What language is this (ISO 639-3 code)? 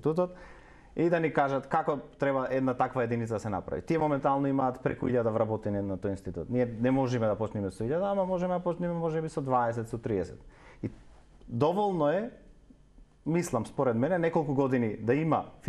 mkd